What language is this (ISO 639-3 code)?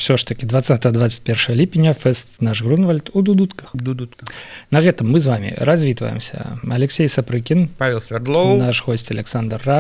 bel